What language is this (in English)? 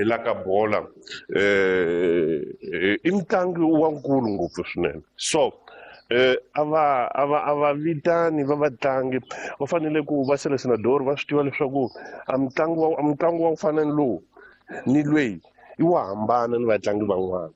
Tsonga